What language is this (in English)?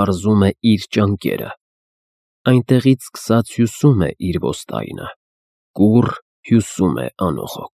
Armenian